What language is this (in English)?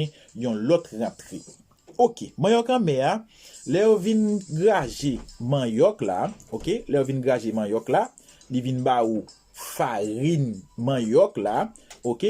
Haitian Creole